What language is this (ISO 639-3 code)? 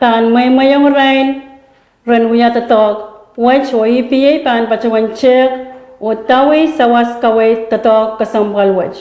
pon